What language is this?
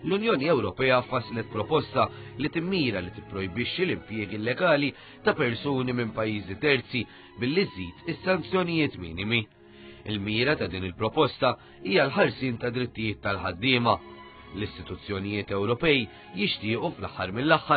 Maltese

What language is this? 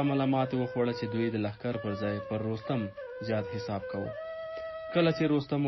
Pashto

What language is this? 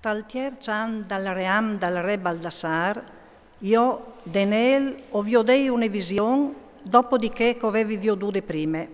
Friulian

